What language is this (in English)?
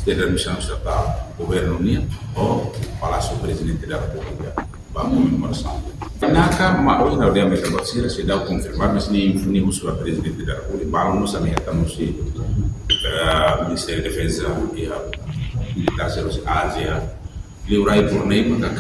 Tetum